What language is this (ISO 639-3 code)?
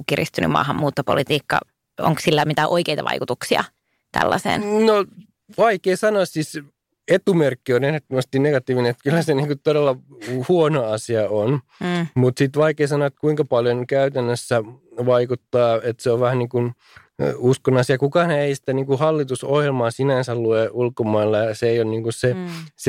fin